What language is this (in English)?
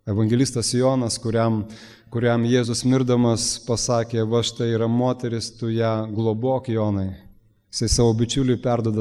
Lithuanian